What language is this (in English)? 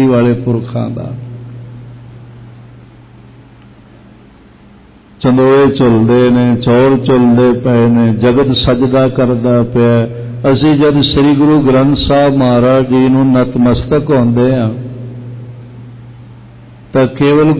Punjabi